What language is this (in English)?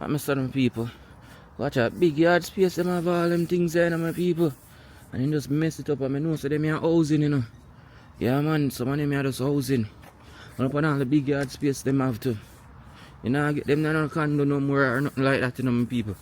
Jamaican Creole English